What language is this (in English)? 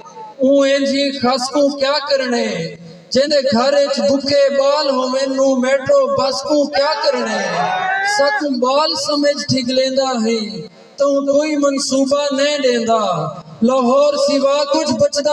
Saraiki